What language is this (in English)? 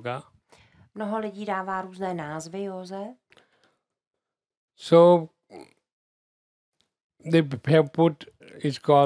Czech